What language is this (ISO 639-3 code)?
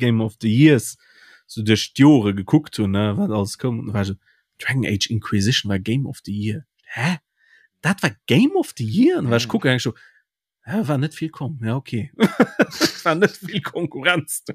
ltz